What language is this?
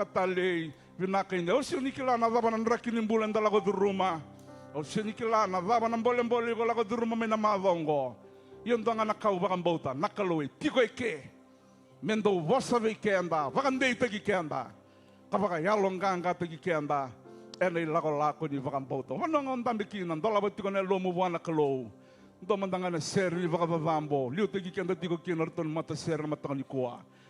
Fijian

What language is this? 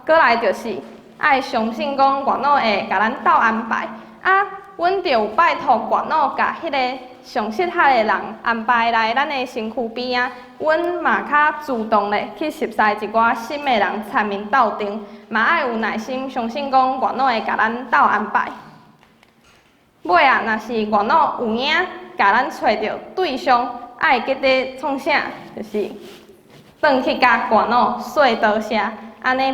Min Nan Chinese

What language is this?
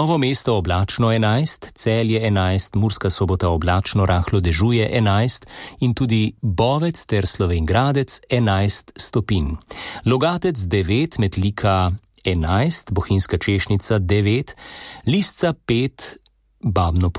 Slovenian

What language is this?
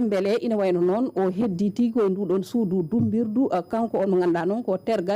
Fula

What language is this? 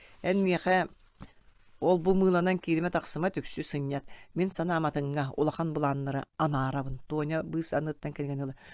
Yakut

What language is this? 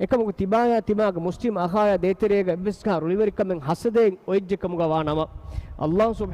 Divehi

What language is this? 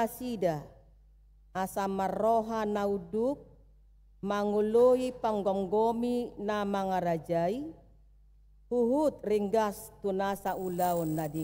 Batak Toba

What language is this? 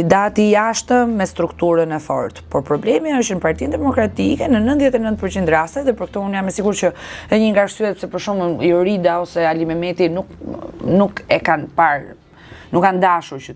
Albanian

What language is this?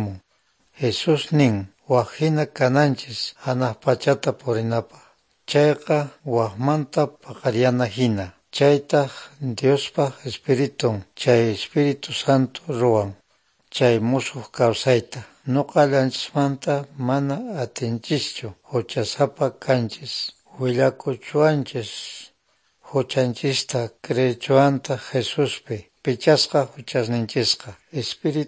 Quechua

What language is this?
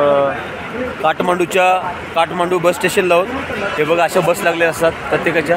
Marathi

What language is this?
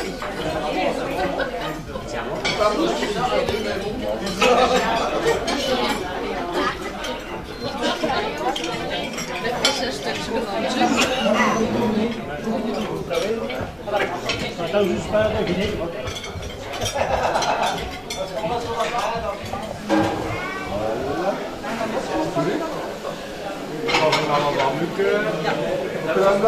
Dutch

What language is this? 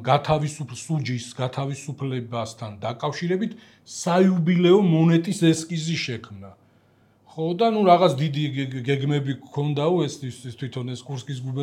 Georgian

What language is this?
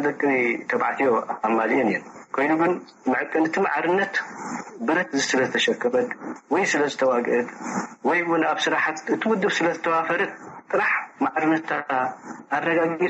Tigrinya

